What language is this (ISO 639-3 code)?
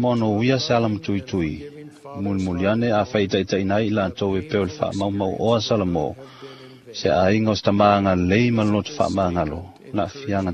smo